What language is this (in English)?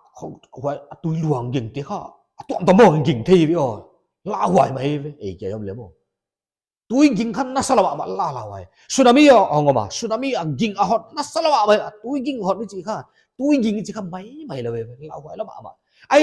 Paite Chin